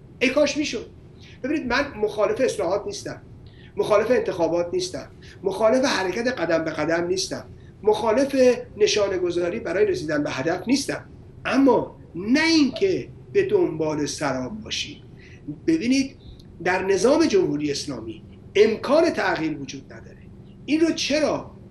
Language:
Persian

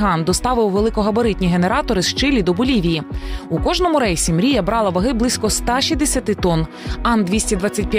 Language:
Ukrainian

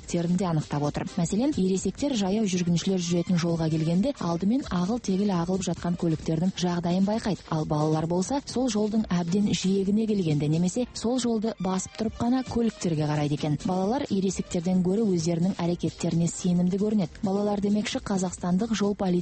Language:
Kazakh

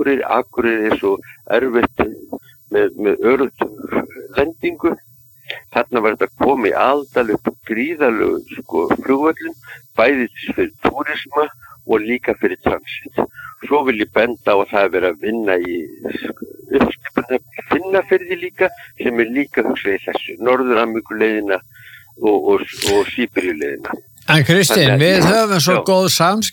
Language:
Icelandic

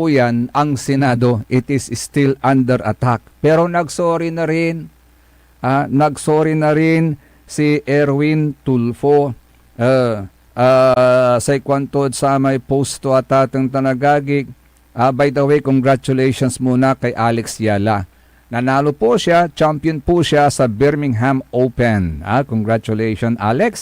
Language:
Pangasinan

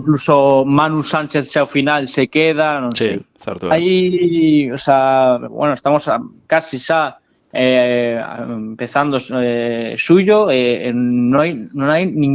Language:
Galician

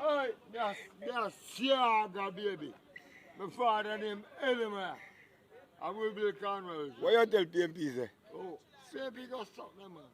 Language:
Jamaican Creole English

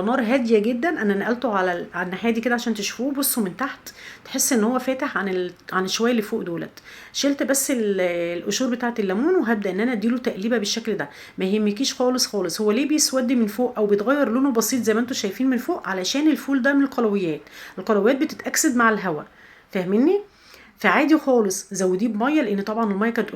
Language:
Egyptian Arabic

